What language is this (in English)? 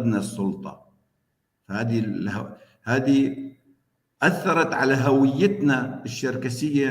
North Levantine Arabic